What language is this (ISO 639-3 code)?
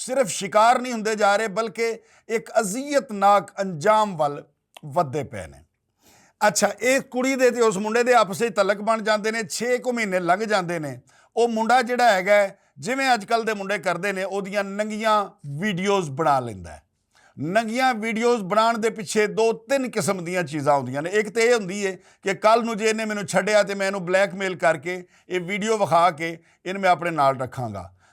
lah